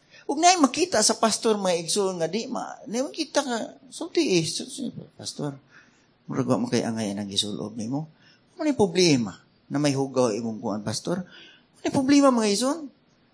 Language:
Cebuano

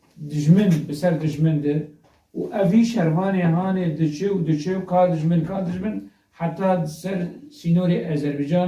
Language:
Kurdish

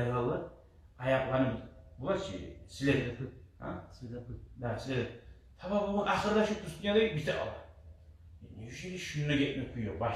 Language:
Kumyk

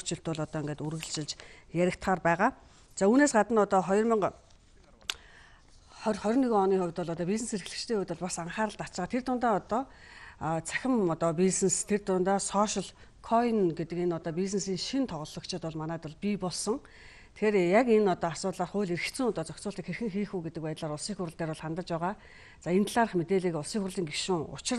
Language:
Mongolian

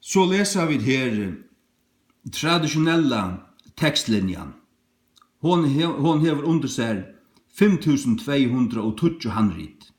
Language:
Faroese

